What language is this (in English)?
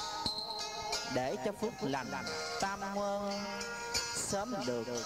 Vietnamese